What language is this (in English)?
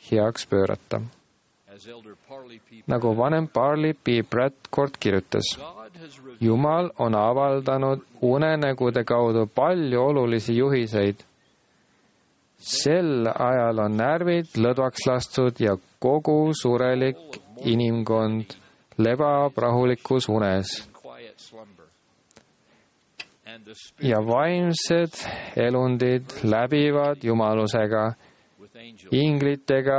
Estonian